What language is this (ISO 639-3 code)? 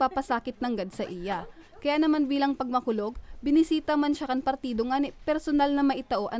bik